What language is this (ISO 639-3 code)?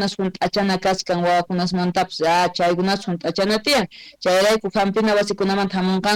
que